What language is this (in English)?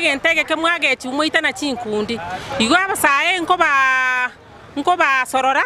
Gusii